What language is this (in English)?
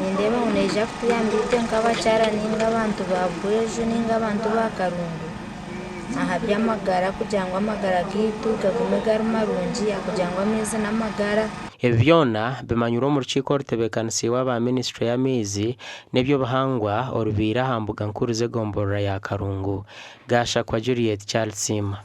Nyankole